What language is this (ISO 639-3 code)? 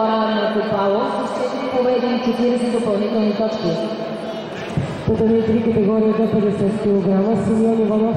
bul